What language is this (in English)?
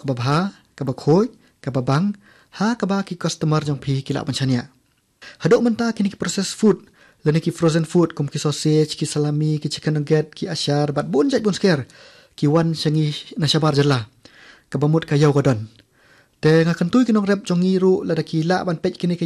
Khasi